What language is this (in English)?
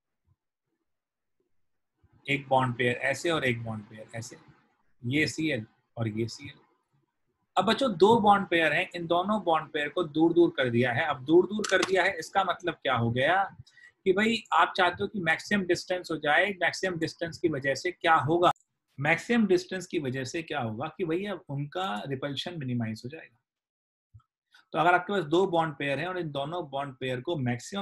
Hindi